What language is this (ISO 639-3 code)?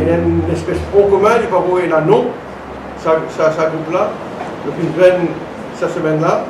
mfe